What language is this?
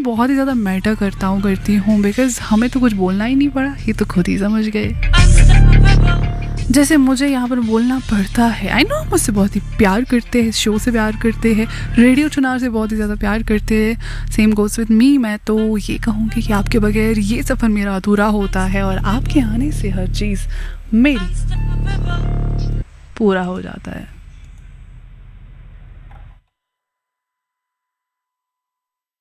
Hindi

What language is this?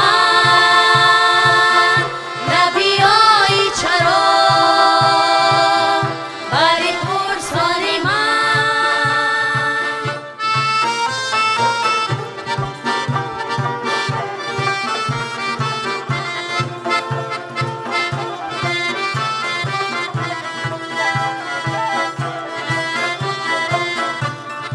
Persian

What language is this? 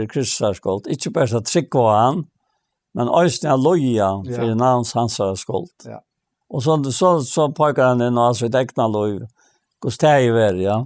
Faroese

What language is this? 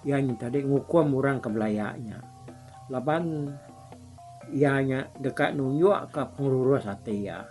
Iban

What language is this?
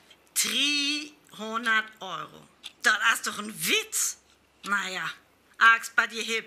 Northern Frisian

